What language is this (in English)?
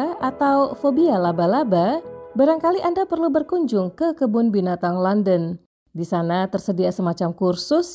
Indonesian